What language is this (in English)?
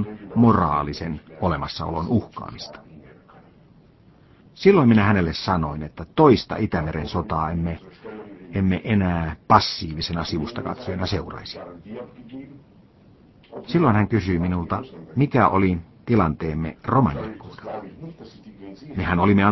Finnish